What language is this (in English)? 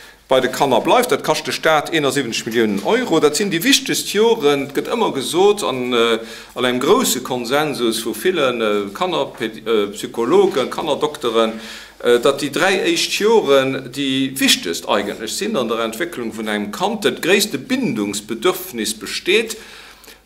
Luxembourgish